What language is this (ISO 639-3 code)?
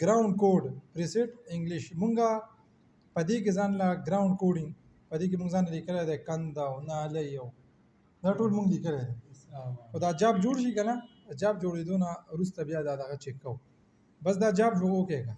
pus